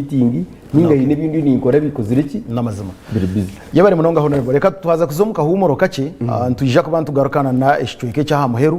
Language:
Nyankole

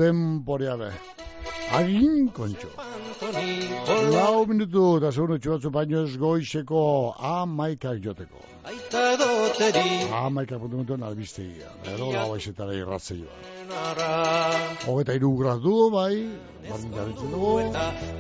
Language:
Basque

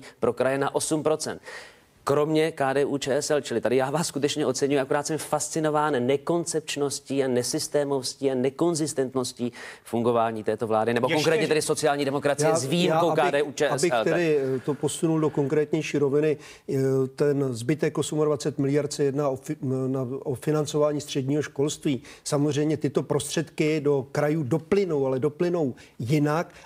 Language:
Czech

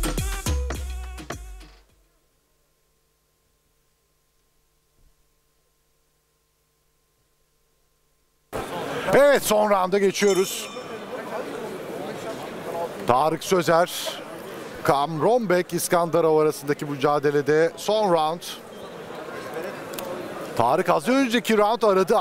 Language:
Turkish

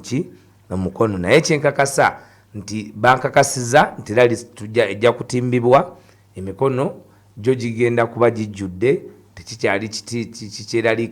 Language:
Ganda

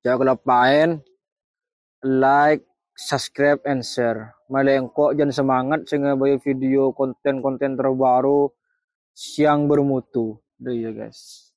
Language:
Madurese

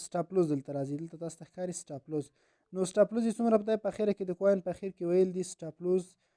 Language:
Pashto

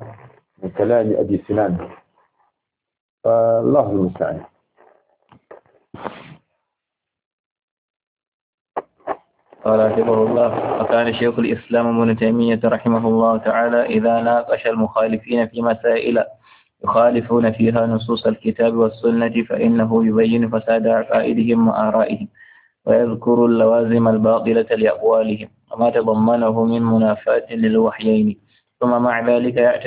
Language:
Arabic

